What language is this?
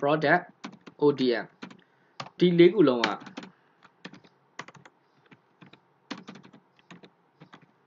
Burmese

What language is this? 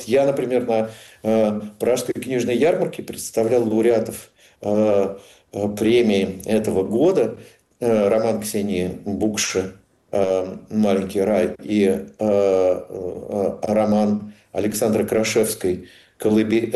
Russian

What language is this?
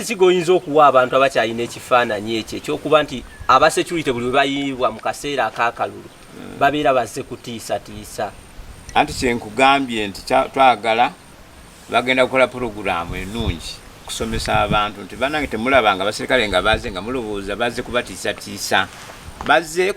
Ganda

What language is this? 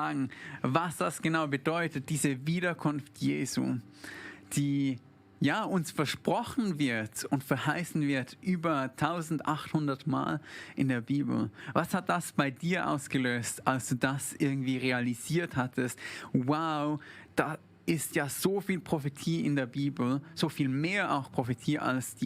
Swiss German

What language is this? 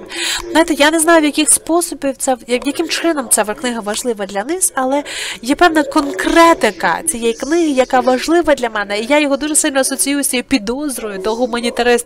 Ukrainian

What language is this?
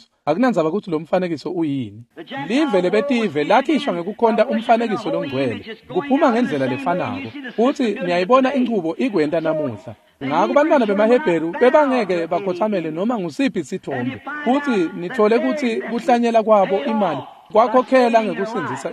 Swati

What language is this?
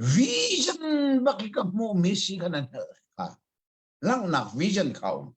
Hakha Chin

